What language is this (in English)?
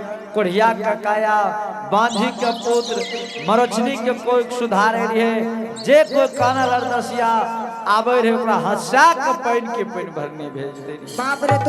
Angika